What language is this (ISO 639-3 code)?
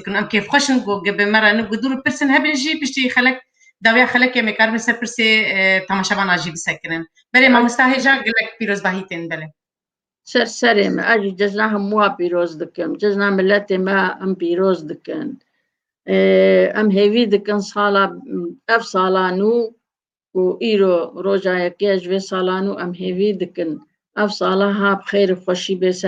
kur